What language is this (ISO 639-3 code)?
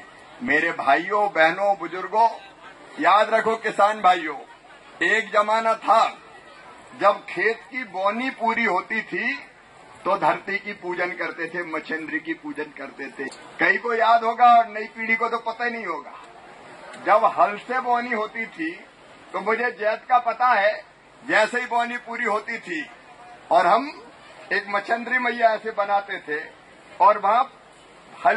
hin